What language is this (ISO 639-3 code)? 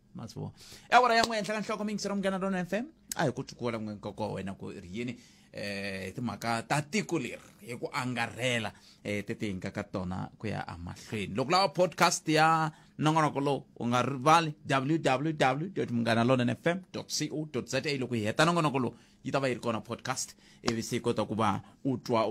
tso